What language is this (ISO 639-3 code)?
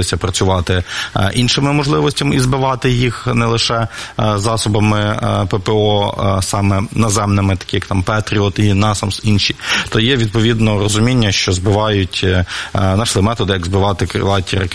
ukr